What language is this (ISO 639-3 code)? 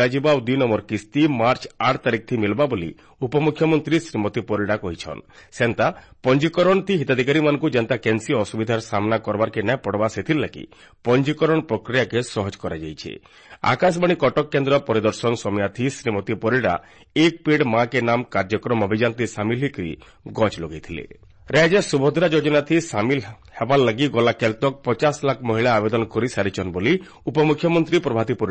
ori